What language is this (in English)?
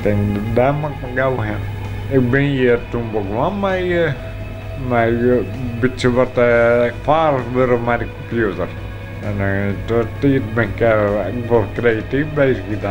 Western Frisian